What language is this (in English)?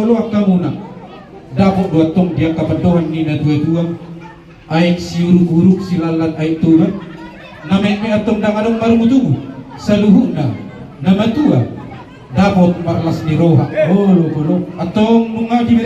Batak Toba